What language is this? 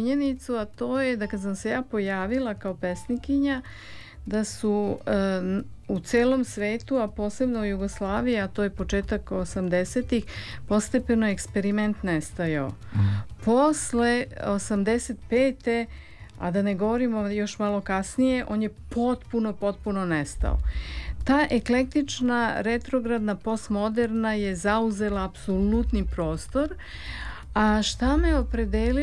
Serbian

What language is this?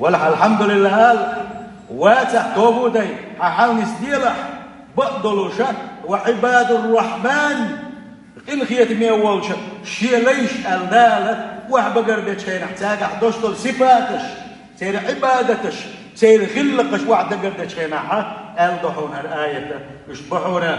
Chechen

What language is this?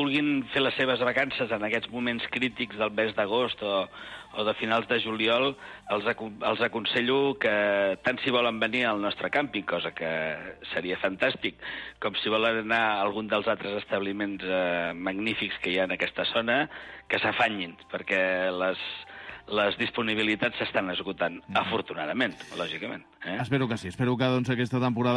Catalan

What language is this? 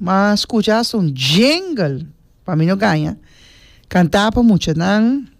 Papiamento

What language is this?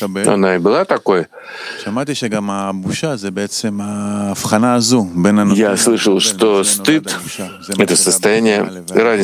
Russian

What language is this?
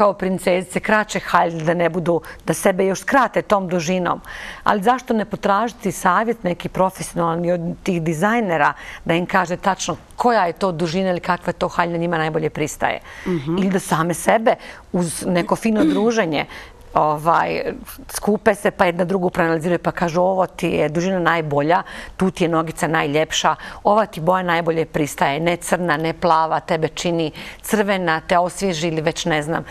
Bosnian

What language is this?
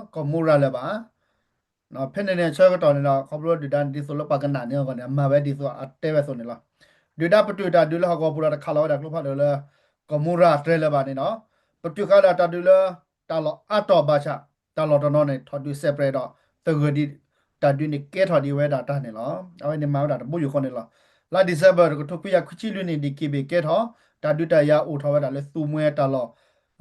S'gaw Karen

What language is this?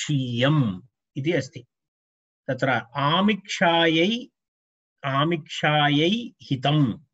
Sanskrit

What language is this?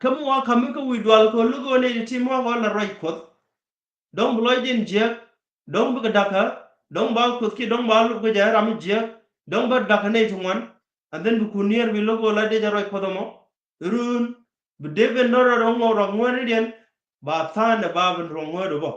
Nuer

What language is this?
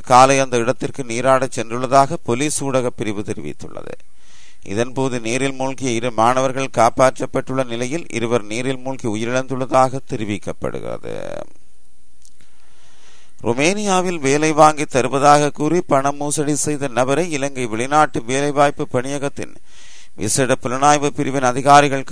Tamil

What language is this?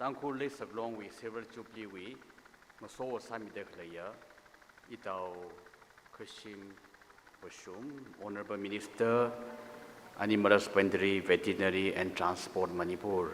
Tangkhul Naga (India)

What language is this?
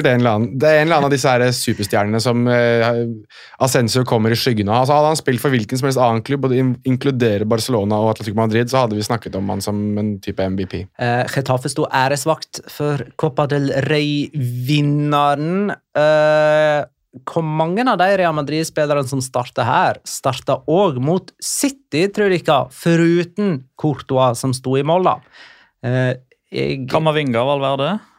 Norwegian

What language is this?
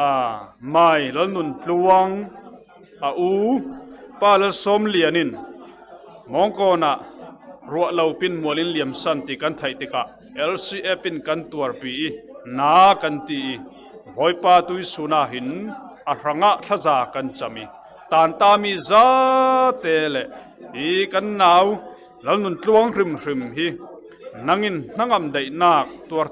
Falam Chin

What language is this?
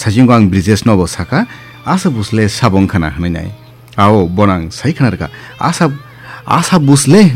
Kok Borok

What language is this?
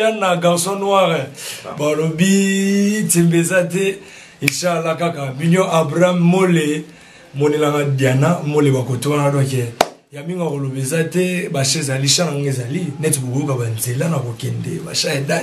Lingala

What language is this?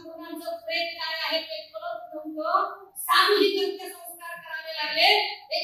Marathi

